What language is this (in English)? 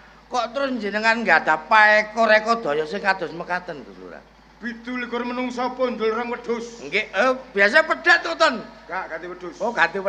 Javanese